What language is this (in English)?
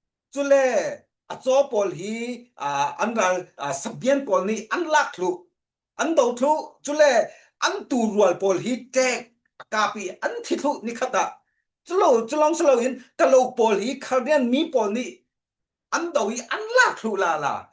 Falam Chin